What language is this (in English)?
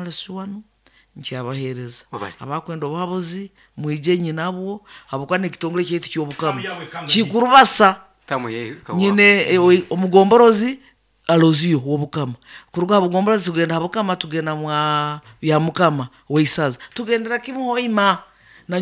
Nyankole